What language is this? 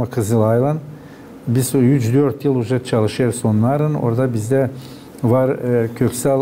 Gagauz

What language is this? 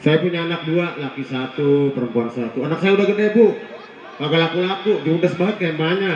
Betawi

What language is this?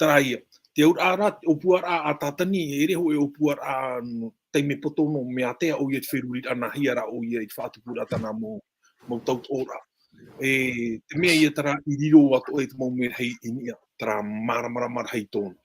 Tahitian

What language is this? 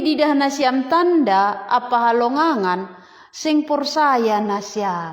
Batak Simalungun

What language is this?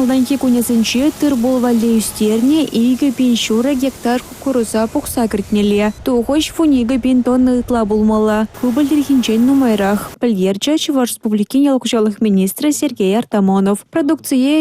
Chuvash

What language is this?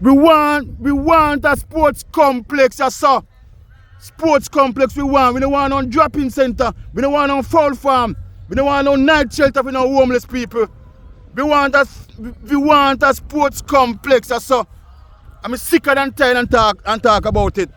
Jamaican Creole English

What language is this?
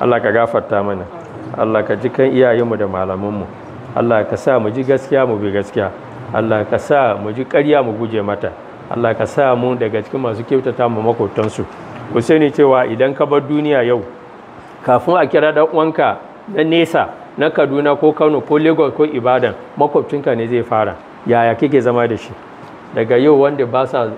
Hausa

